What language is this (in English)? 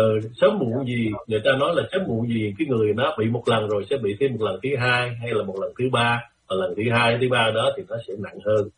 Vietnamese